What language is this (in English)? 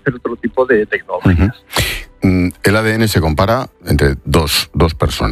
Spanish